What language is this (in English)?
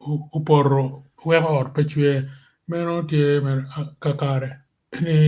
Acoli